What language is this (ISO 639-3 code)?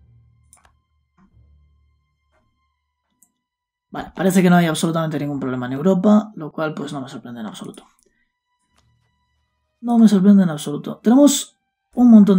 spa